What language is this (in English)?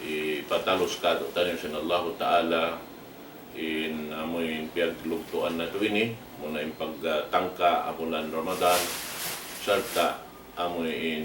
Tausug